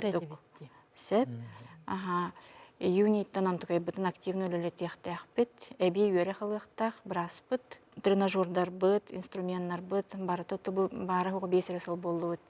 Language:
Yakut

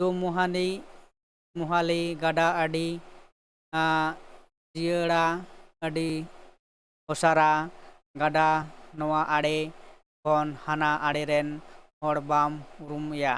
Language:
Santali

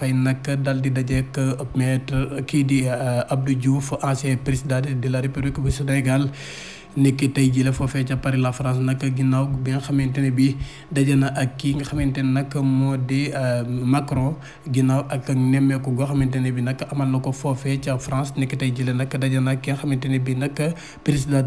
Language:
Wolof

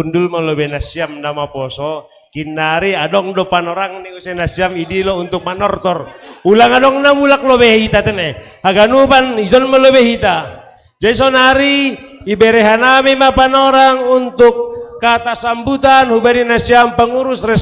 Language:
Batak Simalungun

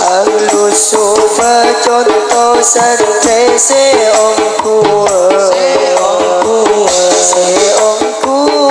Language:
Madurese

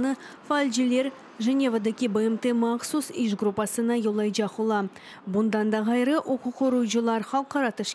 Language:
Crimean Tatar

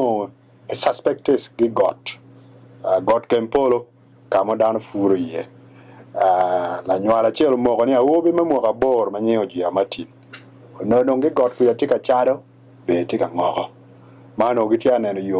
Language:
Acoli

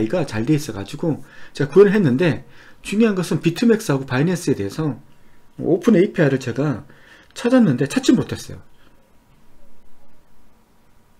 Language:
Korean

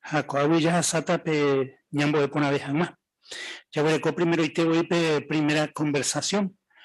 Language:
Guarani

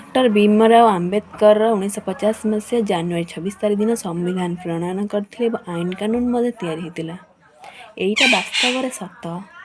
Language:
Odia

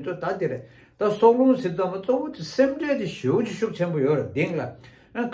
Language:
Tibetan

